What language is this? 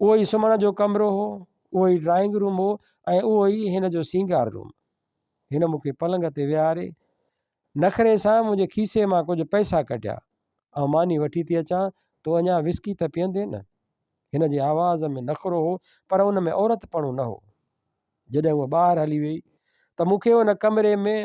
Sindhi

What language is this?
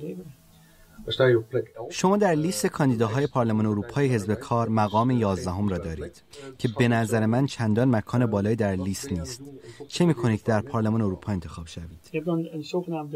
Persian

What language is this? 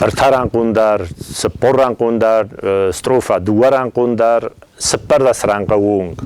Ossetic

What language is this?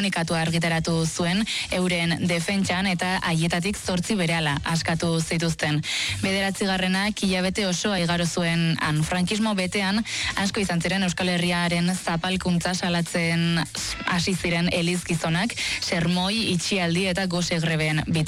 Basque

